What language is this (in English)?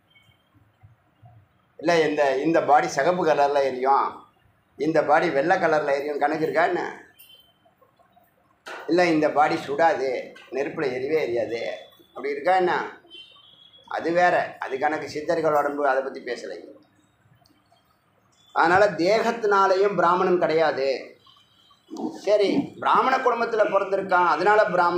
Tamil